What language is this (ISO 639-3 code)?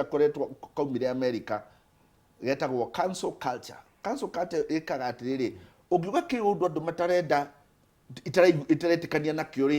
kik